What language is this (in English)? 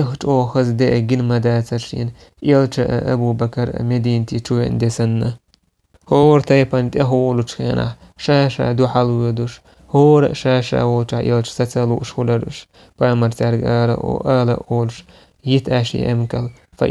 Chechen